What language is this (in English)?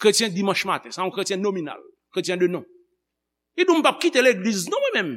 Haitian Creole